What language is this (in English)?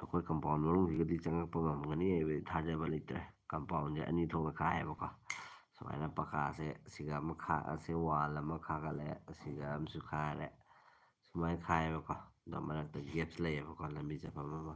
Manipuri